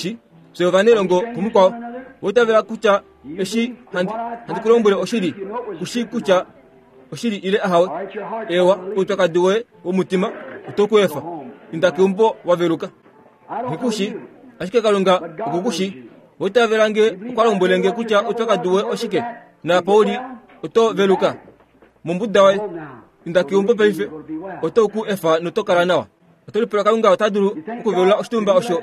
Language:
Kuanyama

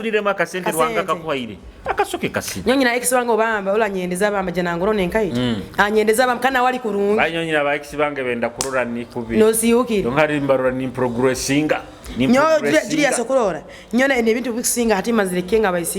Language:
Nyoro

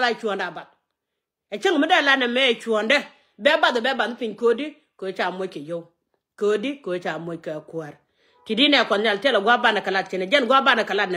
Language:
Nuer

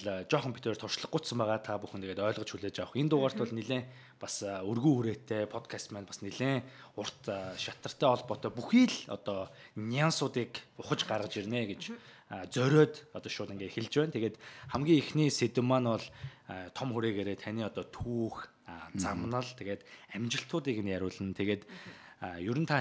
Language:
Mongolian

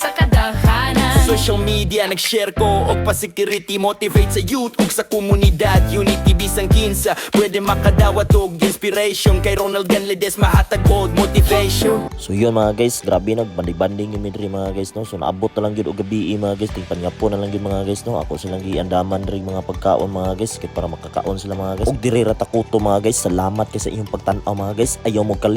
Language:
Cebuano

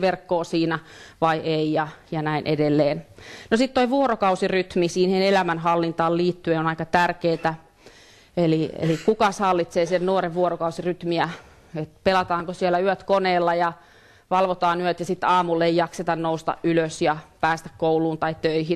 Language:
Finnish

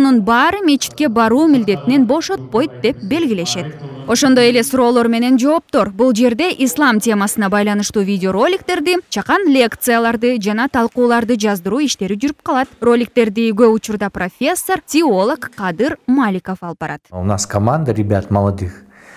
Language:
Kyrgyz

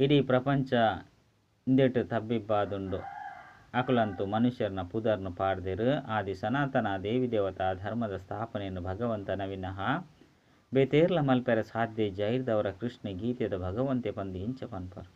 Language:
Tulu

